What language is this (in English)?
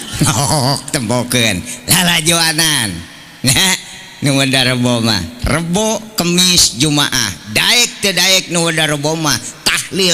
Sundanese